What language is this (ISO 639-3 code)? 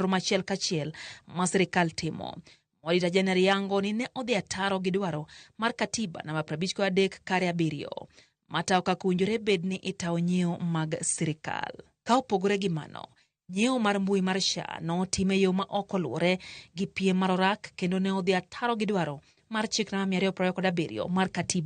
luo